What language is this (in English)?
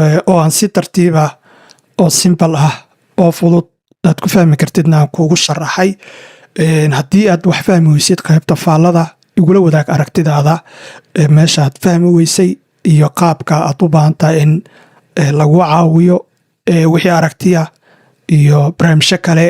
Somali